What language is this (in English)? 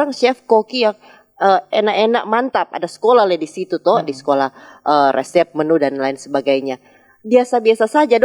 Manado Malay